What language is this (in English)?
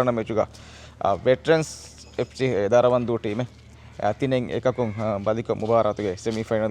Divehi